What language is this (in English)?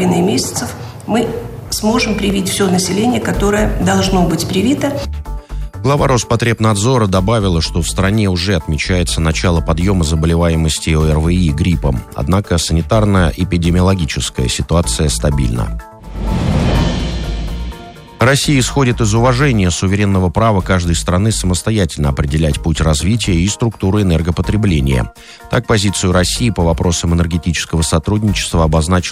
Russian